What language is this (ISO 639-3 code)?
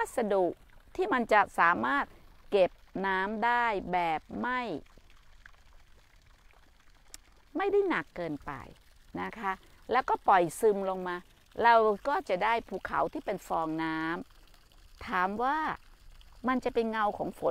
tha